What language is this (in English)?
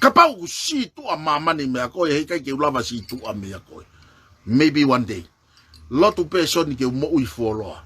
Tongan